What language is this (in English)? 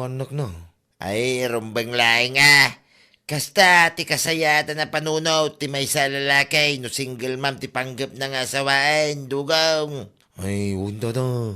Iloko